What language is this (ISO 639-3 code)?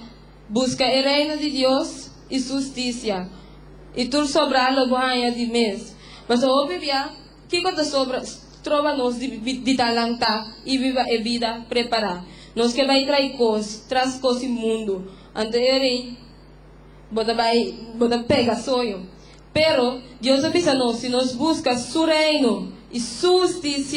pap